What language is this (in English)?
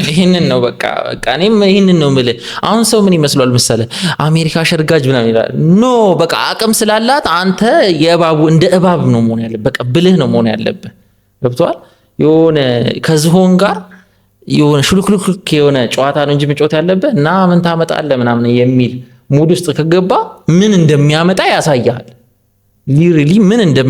Amharic